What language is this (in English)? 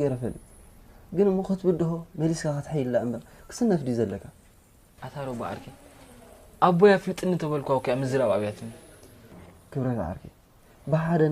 Tigrinya